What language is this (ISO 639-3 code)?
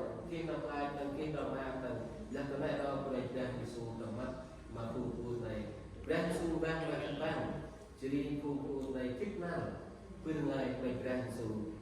cmo